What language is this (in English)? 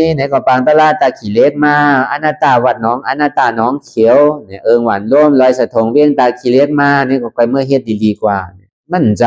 Shan